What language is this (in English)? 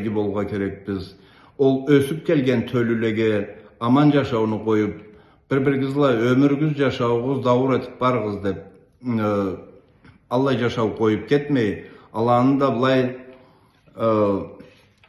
Karachay-Balkar